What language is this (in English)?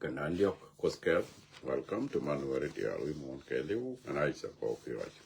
Nuer